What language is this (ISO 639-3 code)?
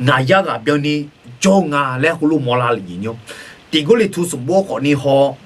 ahk